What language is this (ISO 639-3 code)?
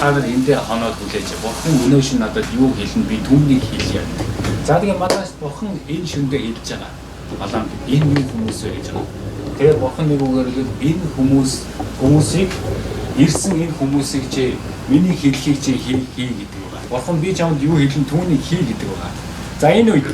mon